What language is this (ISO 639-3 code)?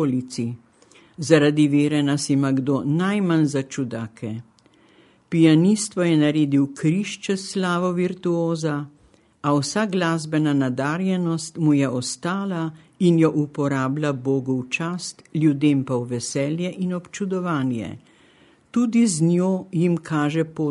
slv